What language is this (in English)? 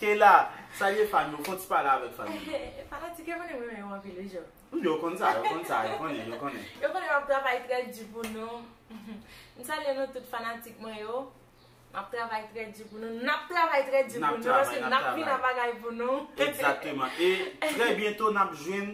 Haitian Creole